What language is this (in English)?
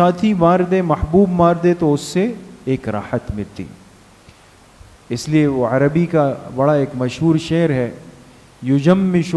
Urdu